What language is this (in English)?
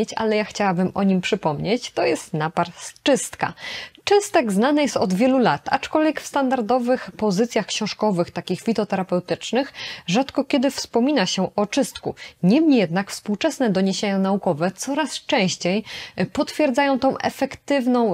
Polish